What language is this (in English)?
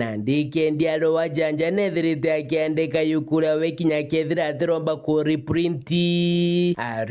Meru